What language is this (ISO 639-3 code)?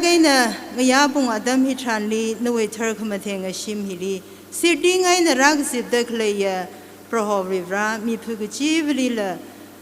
nmf